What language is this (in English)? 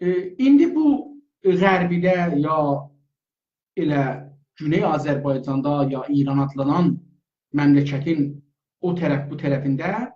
South Azerbaijani